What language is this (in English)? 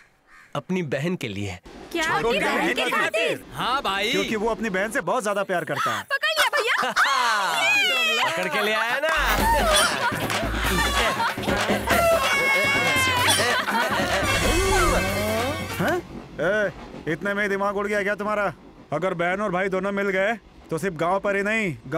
Hindi